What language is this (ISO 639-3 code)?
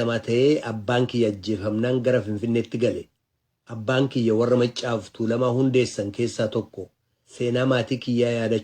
orm